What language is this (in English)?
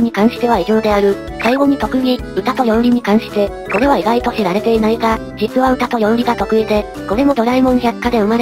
Japanese